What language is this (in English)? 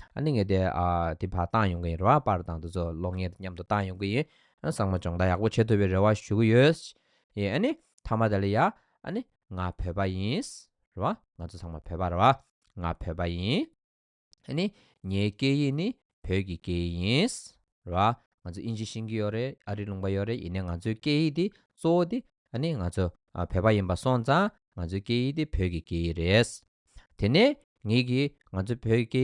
Tibetan